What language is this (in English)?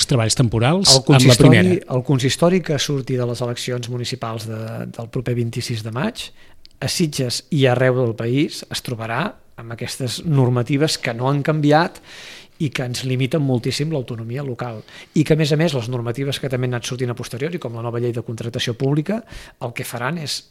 Catalan